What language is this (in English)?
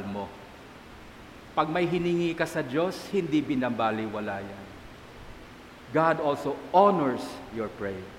Filipino